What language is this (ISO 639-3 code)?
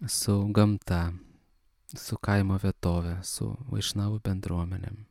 lit